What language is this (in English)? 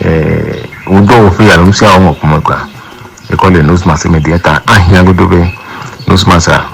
Ewe